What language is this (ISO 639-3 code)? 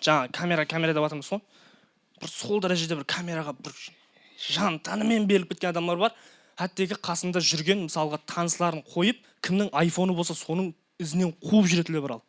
kaa